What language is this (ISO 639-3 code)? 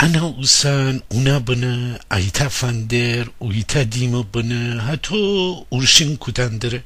glk